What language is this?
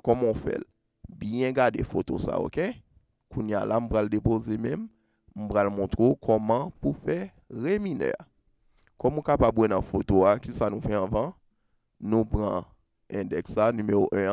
Haitian Creole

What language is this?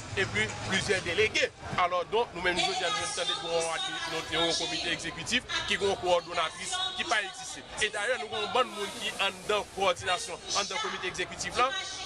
Haitian Creole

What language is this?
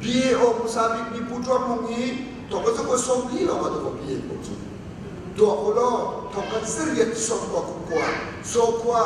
Hakha Chin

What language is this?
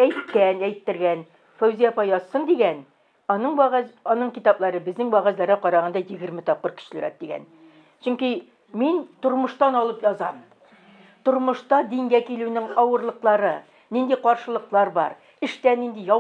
Tatar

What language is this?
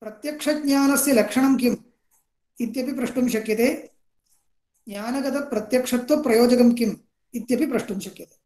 Sanskrit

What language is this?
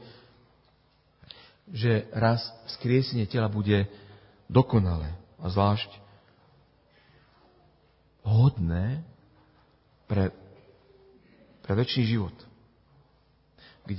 Slovak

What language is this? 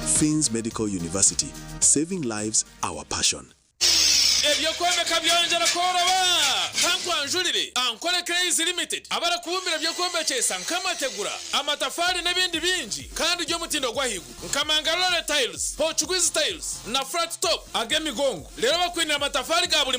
Nyankole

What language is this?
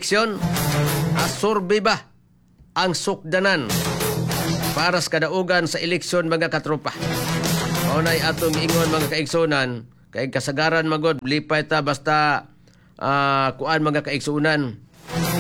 Cebuano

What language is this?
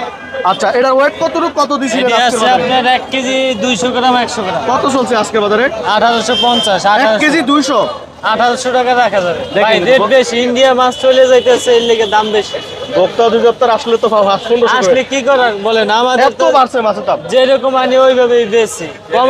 Bangla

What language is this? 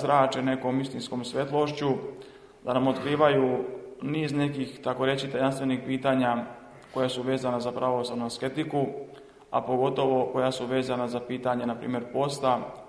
Serbian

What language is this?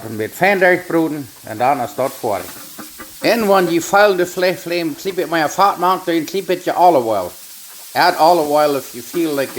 Plautdietsch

